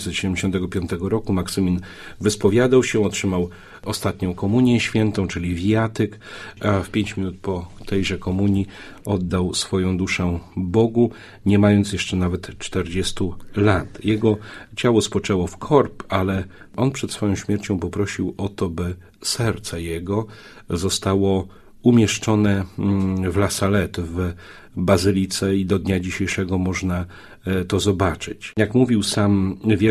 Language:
Polish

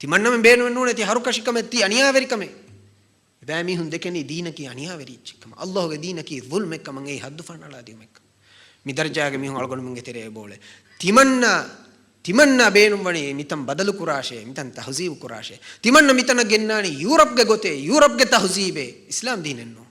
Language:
Divehi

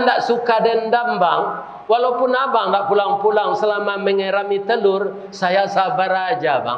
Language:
Minangkabau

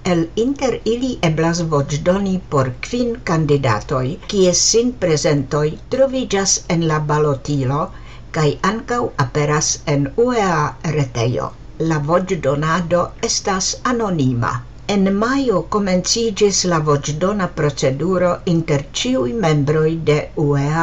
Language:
Esperanto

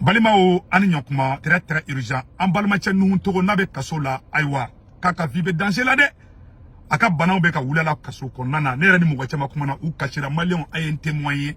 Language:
Bambara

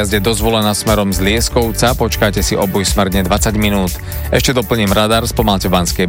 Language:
Slovak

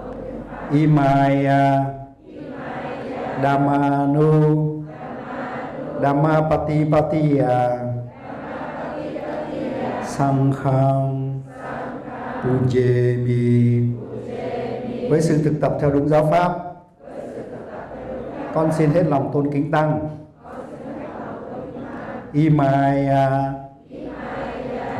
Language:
Vietnamese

